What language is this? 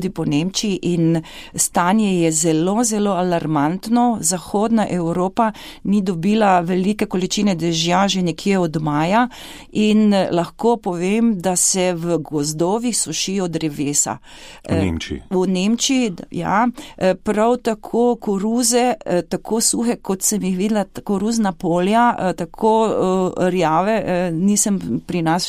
Slovenian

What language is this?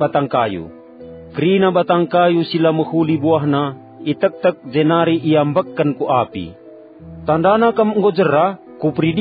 Batak Karo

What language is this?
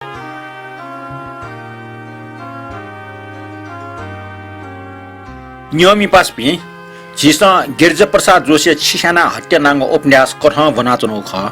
Newari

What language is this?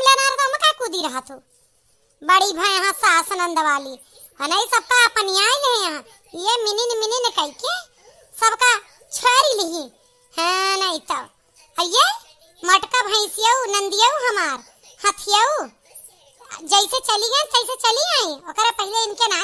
Awadhi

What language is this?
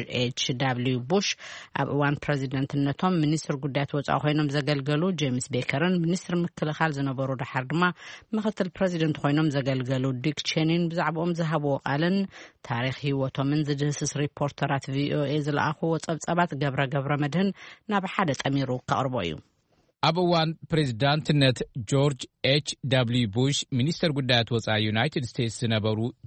Tigrinya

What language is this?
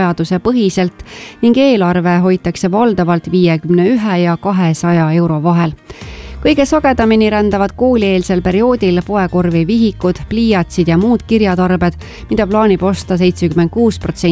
Estonian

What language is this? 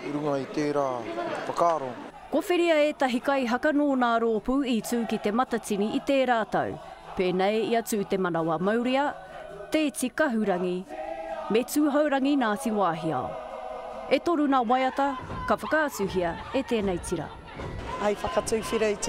Māori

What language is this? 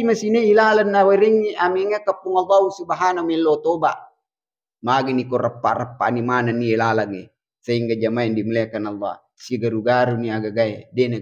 Buginese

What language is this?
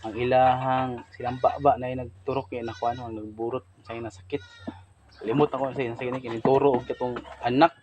Cebuano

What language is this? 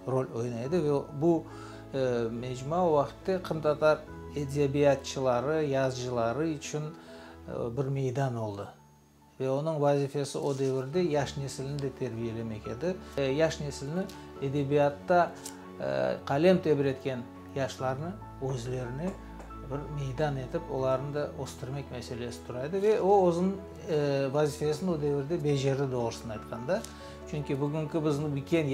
Crimean Tatar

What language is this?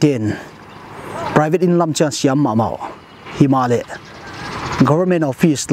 Paite Chin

